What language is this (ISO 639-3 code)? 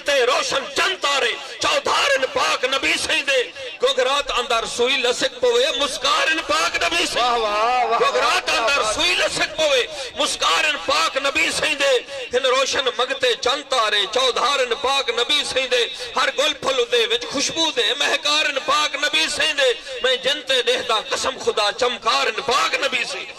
skr